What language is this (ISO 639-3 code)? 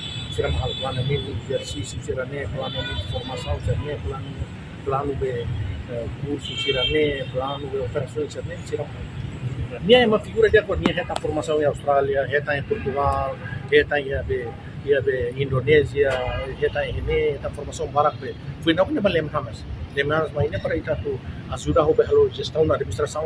tet